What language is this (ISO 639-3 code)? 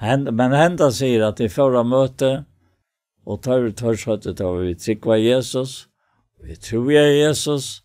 fao